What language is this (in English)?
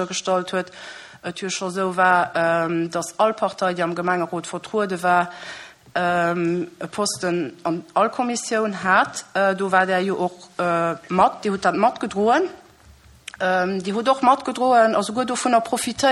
Luxembourgish